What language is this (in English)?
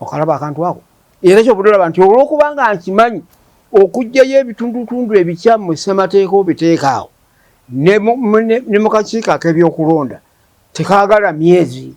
Ganda